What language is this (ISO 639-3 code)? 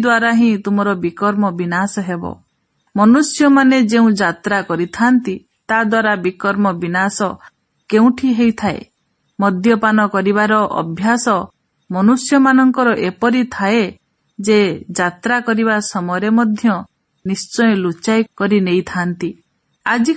ori